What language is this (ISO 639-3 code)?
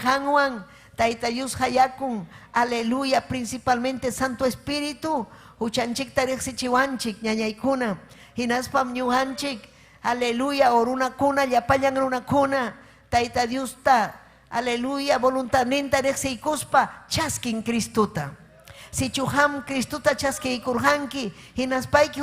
quy